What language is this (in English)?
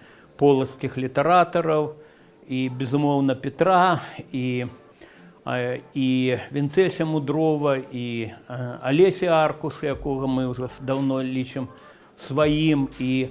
Belarusian